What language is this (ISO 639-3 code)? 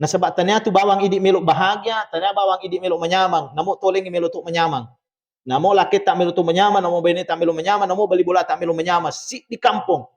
bug